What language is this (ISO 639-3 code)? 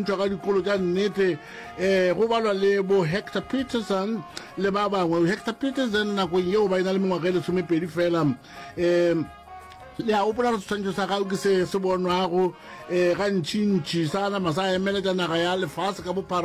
nso